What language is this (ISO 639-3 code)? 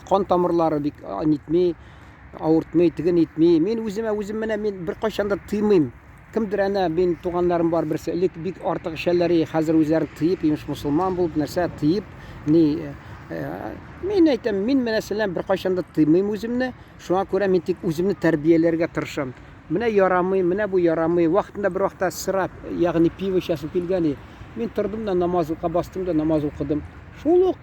tat